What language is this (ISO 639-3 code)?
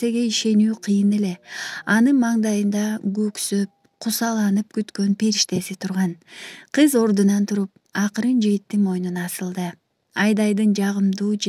kir